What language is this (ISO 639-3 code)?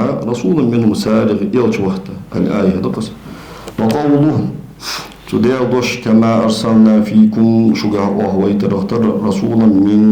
inh